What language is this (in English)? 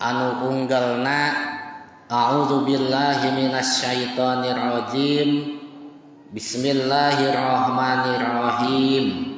Sundanese